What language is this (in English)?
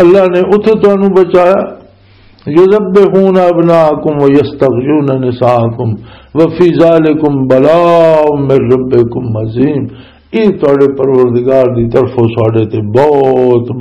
Western Panjabi